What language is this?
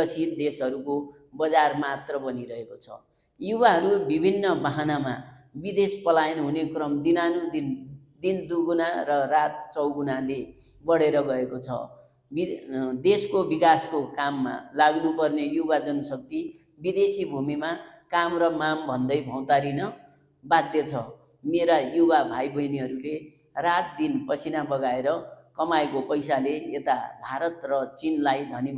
Nepali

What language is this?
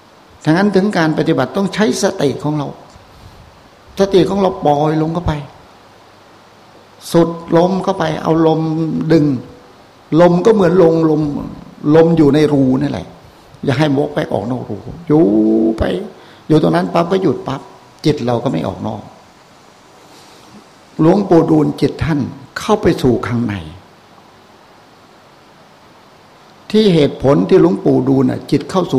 Thai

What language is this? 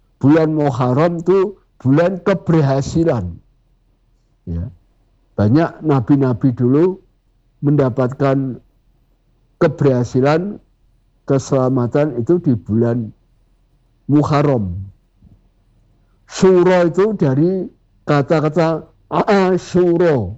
Indonesian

